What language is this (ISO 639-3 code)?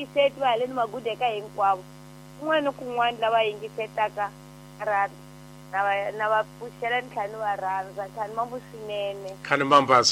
tso